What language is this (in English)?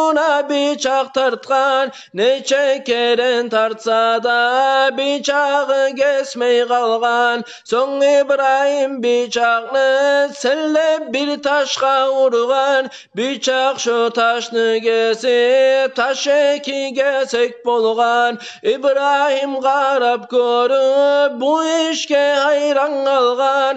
Kumyk